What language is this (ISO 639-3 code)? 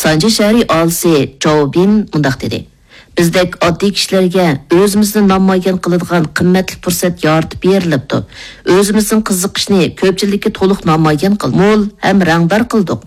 uig